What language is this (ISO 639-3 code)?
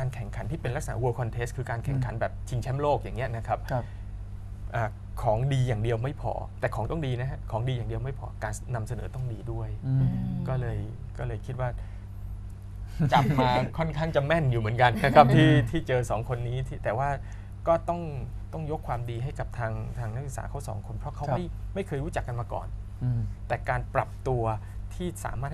tha